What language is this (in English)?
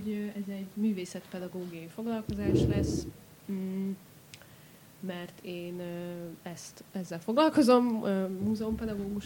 Hungarian